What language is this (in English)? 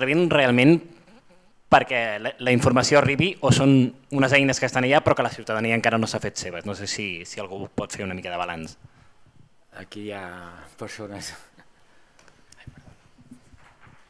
Catalan